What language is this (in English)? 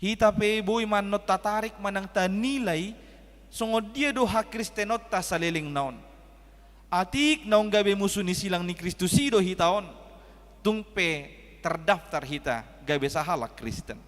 Batak Toba